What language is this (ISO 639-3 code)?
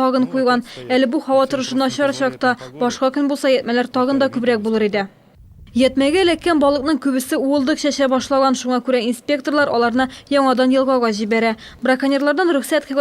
tat